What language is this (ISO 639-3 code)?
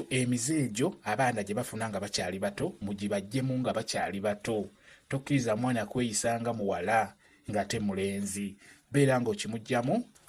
lug